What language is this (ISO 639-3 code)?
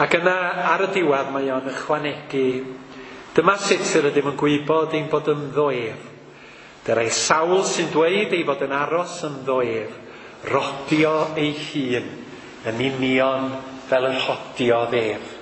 cym